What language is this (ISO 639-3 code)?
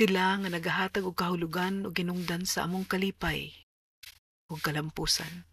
ceb